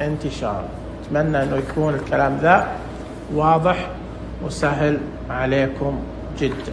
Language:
Najdi Arabic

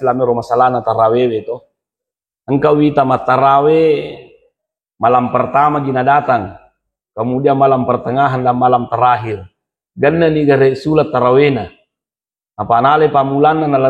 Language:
Buginese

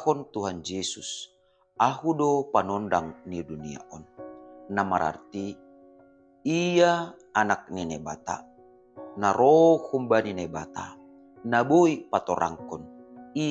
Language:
Batak Simalungun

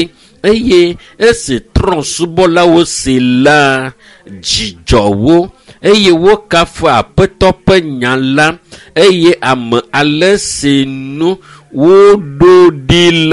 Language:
Ewe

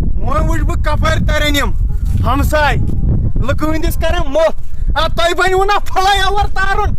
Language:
Kashmiri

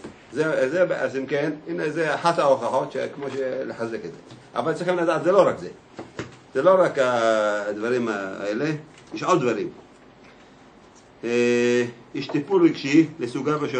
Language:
Hebrew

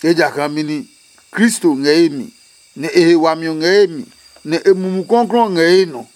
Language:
Adangme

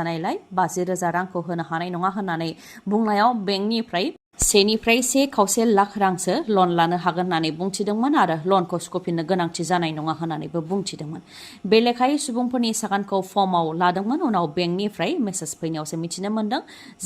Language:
Bodo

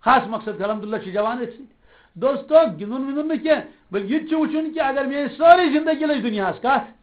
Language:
Kashmiri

